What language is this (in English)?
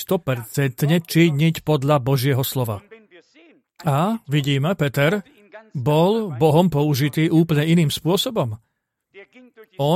Slovak